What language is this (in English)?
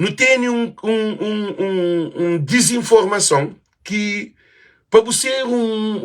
Kabuverdianu